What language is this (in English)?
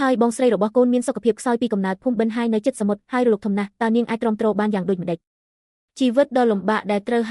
Khmer